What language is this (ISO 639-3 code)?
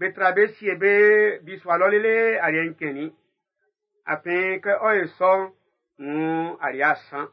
bci